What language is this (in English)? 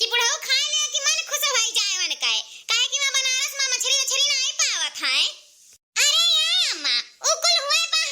Awadhi